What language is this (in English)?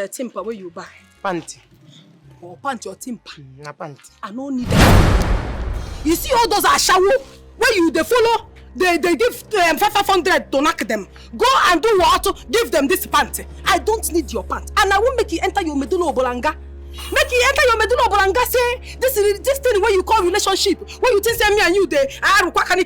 Nigerian Pidgin